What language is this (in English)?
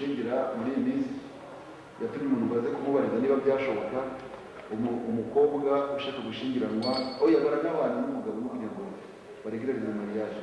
Kinyarwanda